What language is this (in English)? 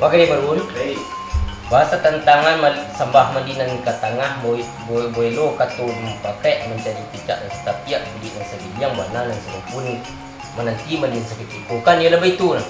Minangkabau